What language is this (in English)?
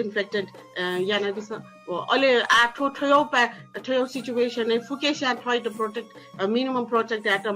Newari